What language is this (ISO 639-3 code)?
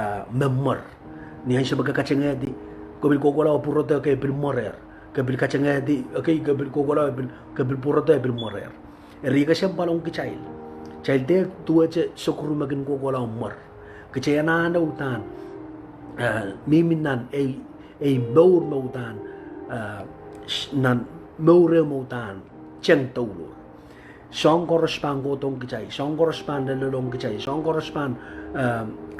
pon